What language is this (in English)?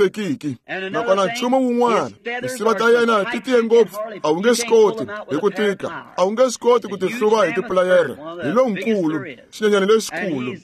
Tsonga